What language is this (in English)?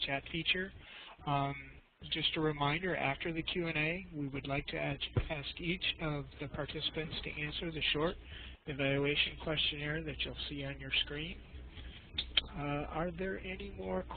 English